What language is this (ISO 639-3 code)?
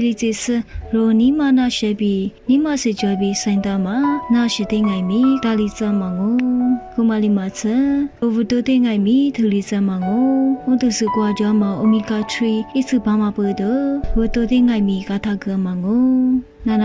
lis